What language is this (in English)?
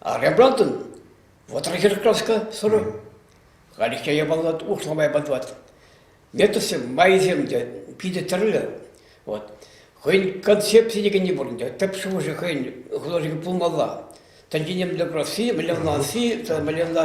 Chuvash